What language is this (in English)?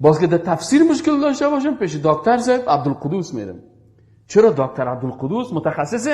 Persian